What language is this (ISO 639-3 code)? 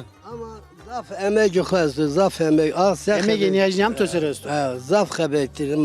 zza